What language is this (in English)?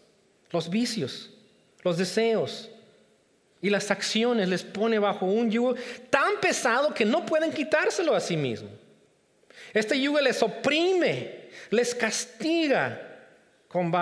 Spanish